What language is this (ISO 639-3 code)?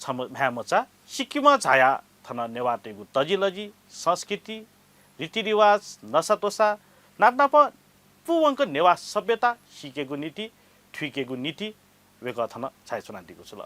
new